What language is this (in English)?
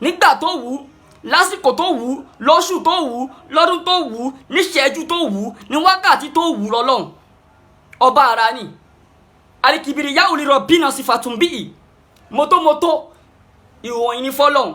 Yoruba